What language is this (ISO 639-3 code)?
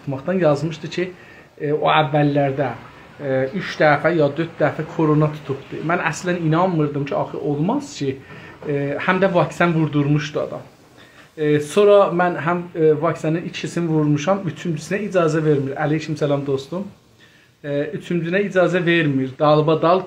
azb